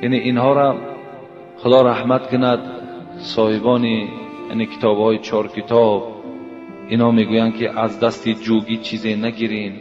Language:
Tajik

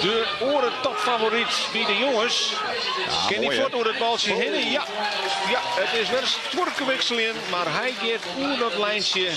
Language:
Western Frisian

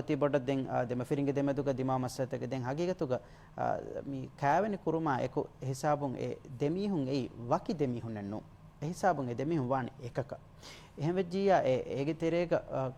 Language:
Divehi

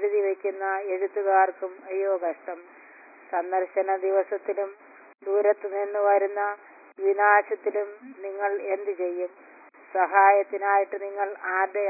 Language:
Malayalam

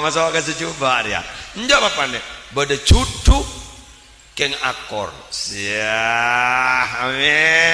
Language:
Madurese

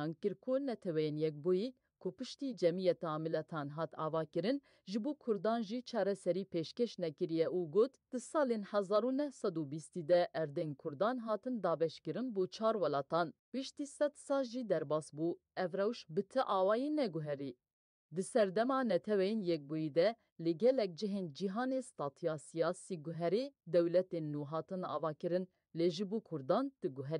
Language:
Kurdish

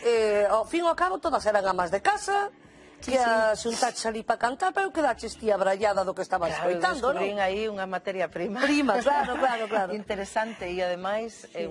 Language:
Galician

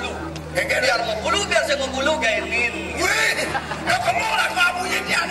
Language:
Balinese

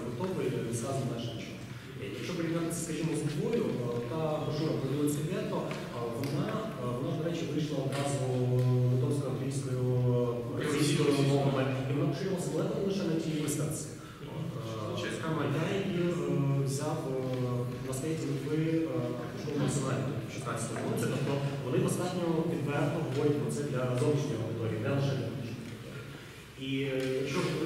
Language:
Ukrainian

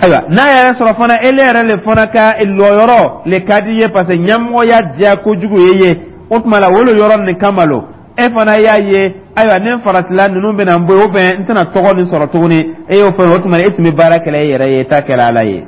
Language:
Dyula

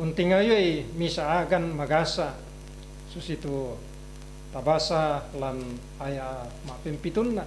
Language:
Toraja-Sa'dan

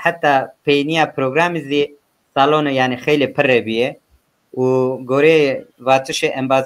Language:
Zaza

